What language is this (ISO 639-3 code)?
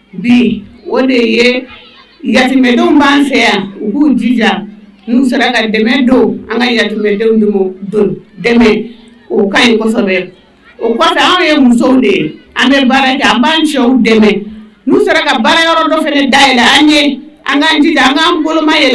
bam